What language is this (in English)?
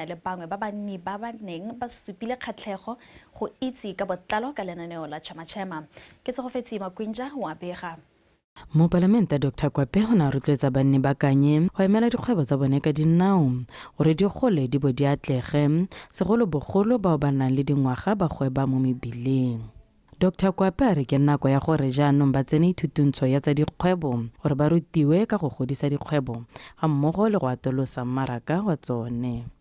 Tswana